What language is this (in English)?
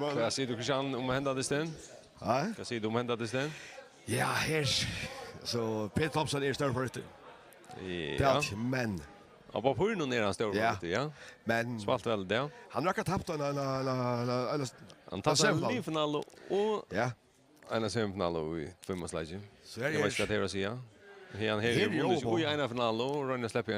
Faroese